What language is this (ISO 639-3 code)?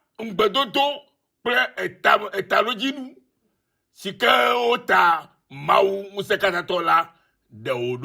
ewe